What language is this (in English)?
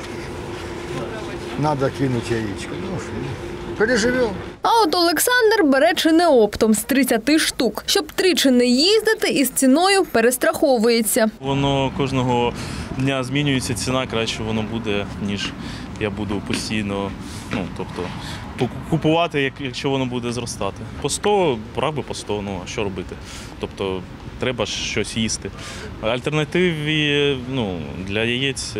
Ukrainian